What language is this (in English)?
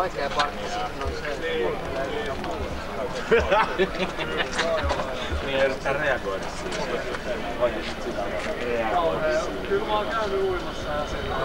Finnish